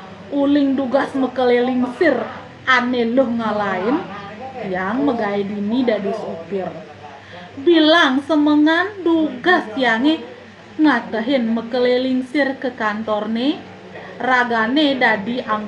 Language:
Balinese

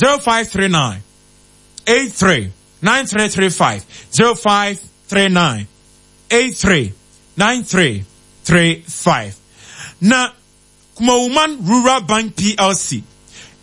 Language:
Akan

